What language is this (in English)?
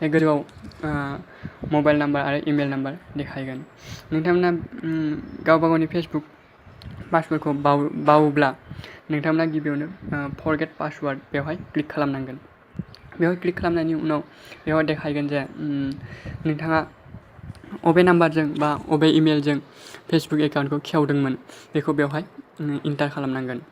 Bodo